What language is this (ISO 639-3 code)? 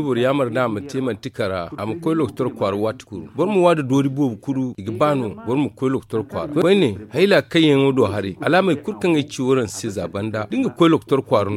dje